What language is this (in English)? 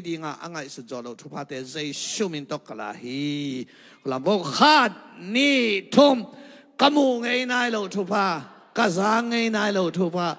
Tedim Chin